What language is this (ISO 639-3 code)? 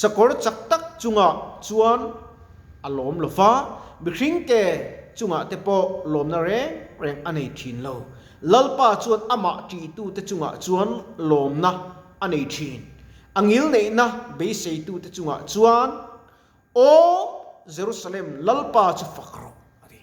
lus